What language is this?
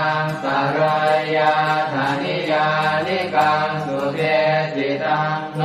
Pali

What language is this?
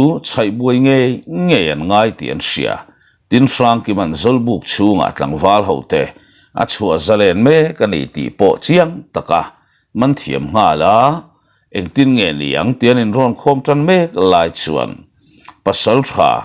Mizo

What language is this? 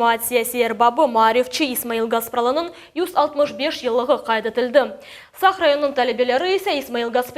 Crimean Tatar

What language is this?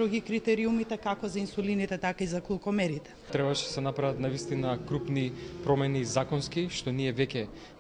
Macedonian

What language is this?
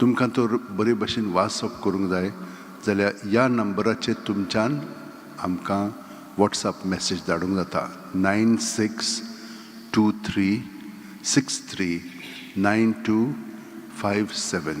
Konkani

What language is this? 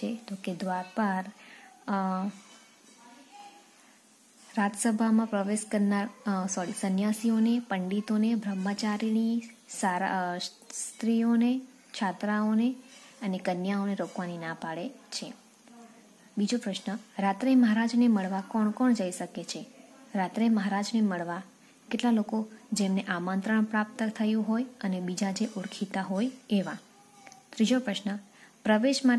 Gujarati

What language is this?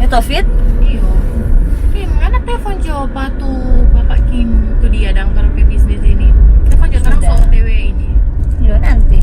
Manado Malay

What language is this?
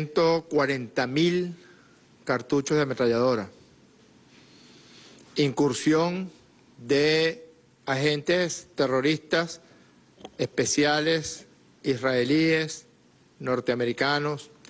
Spanish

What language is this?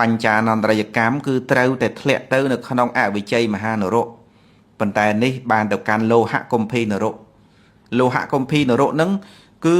Khmer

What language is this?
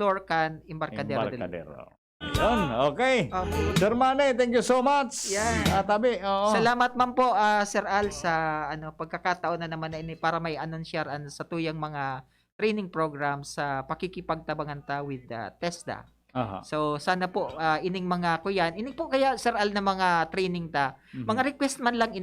Bikol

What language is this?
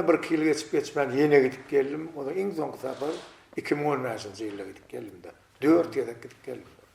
Turkmen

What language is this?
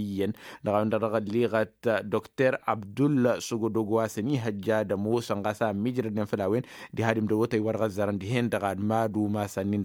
Tamasheq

